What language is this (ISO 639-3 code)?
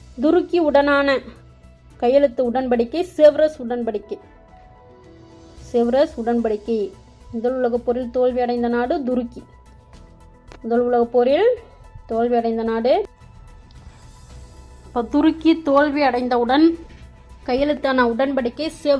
tam